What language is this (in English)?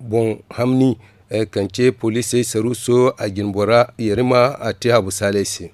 Zarma